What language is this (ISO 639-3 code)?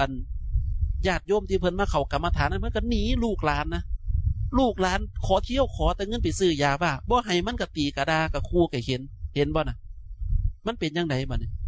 tts